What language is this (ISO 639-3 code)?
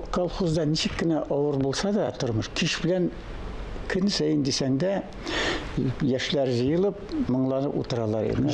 tat